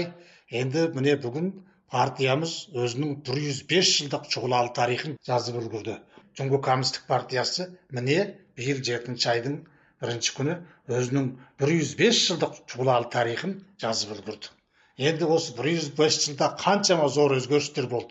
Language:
Kazakh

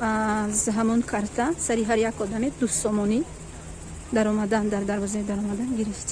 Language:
Tajik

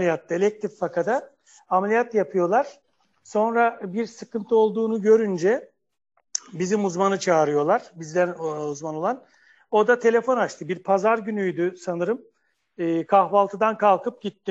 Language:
Turkish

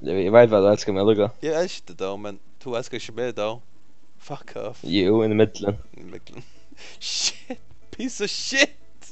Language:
Faroese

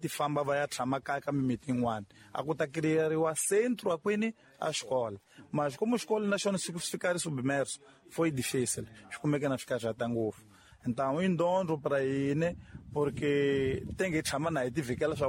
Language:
Tsonga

